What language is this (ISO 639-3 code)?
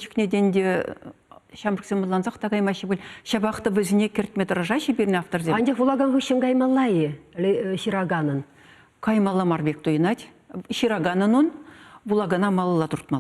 chv